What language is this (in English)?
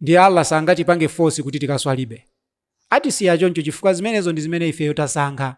Nyanja